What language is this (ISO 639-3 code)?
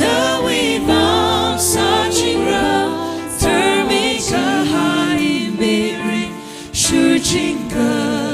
nmf